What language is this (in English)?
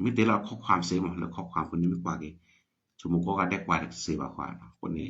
S'gaw Karen